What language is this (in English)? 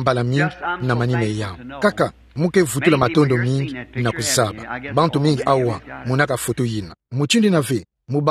Kituba (Democratic Republic of Congo)